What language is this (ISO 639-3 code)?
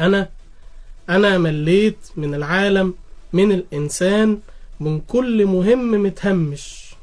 arz